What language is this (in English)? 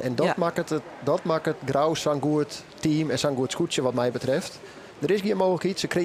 Western Frisian